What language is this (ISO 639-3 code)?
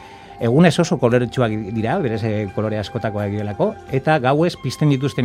eus